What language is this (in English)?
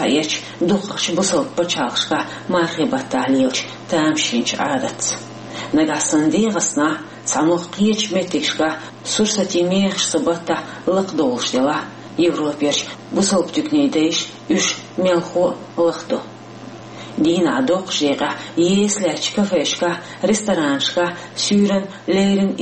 Chechen